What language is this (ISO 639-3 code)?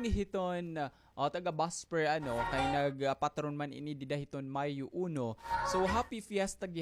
war